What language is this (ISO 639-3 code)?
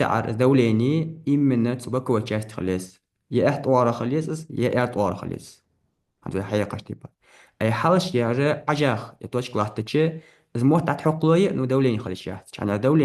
inh